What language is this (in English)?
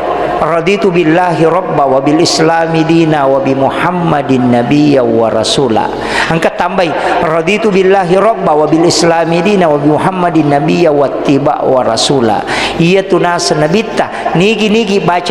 Buginese